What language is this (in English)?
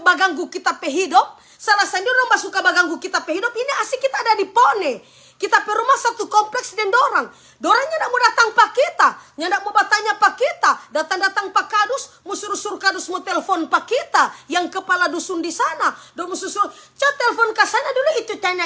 Manado Malay